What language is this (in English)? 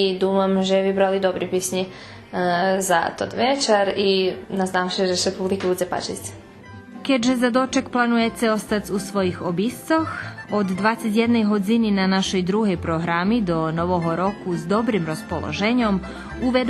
Rusyn